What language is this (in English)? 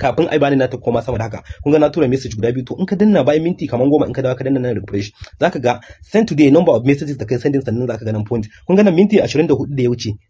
Hausa